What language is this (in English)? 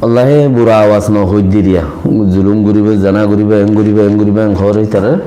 Rohingya